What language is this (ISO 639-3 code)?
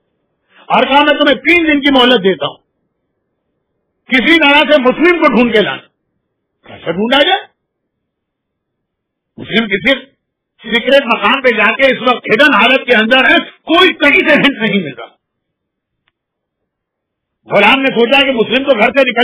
urd